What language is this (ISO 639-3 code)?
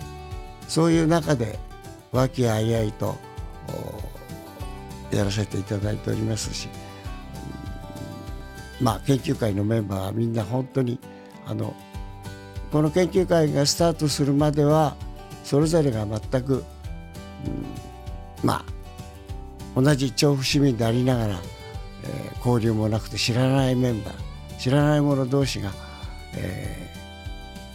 jpn